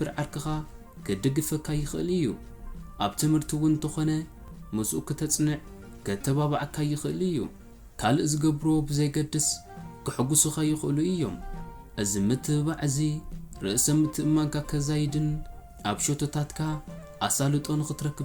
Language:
Tigrinya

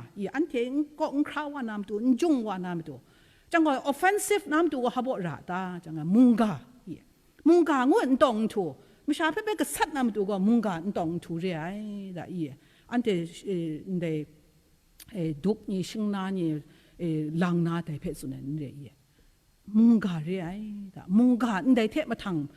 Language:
Kachin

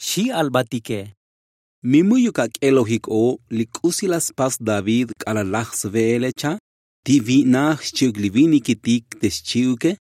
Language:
Tzotzil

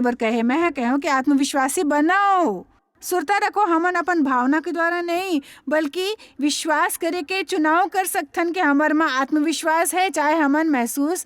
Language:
Chhattisgarhi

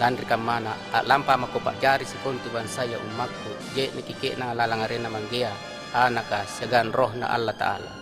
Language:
Makasar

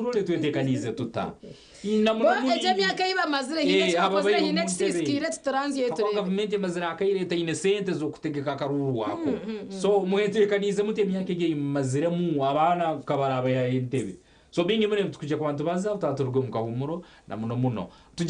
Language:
Nyankole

